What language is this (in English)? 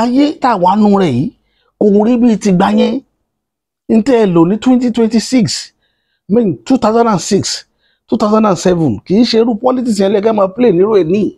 Yoruba